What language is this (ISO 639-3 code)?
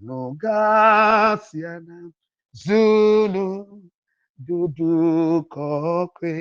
ewe